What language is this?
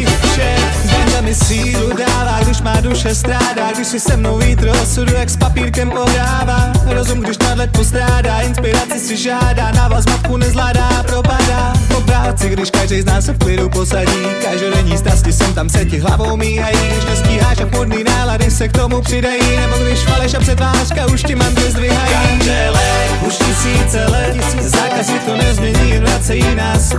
Czech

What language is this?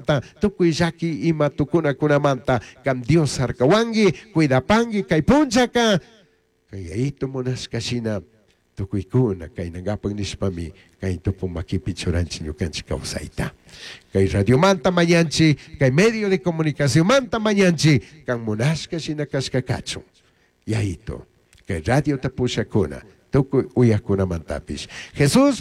Chimborazo Highland Quichua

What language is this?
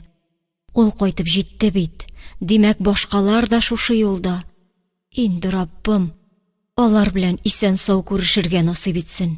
Tatar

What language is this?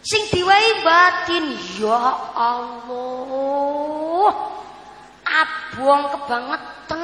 Javanese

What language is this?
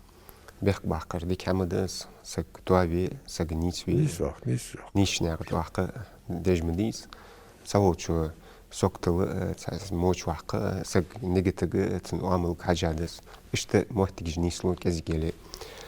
Ingush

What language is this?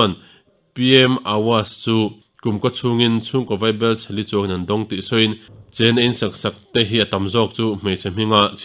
Mizo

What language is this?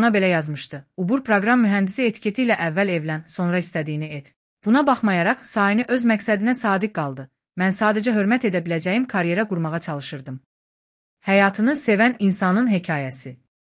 Azerbaijani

